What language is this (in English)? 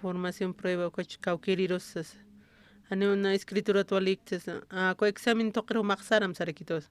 Aymara